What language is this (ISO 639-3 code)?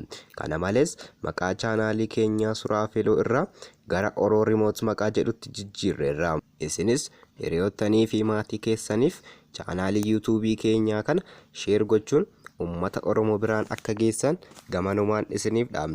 orm